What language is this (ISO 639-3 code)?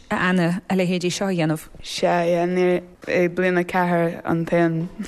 gle